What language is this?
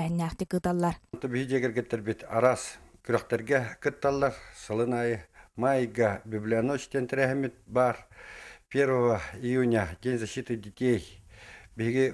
Yakut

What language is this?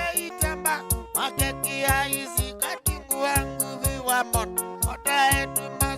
Kamba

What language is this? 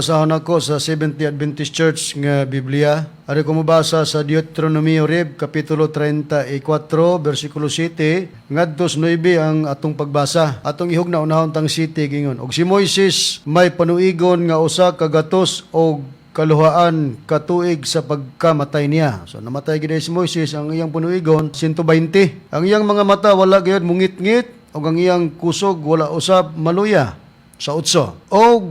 Cebuano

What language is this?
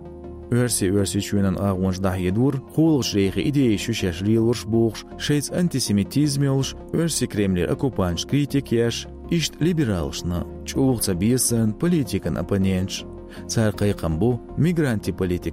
Chechen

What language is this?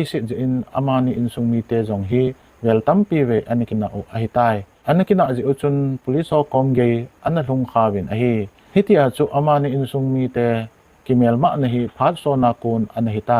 Thado Chin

